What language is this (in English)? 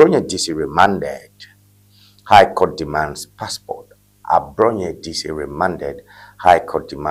Ewe